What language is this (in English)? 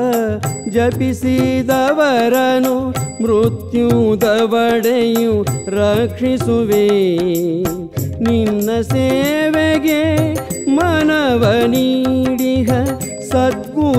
Kannada